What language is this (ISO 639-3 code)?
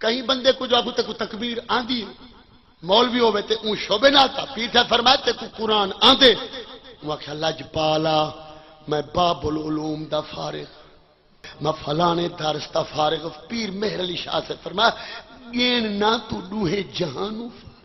skr